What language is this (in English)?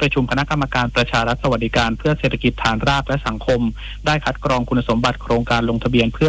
Thai